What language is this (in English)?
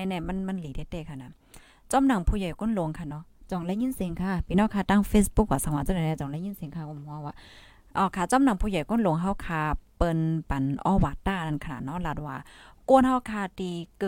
Thai